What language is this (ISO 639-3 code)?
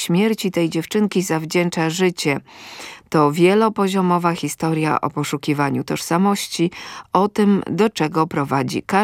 pol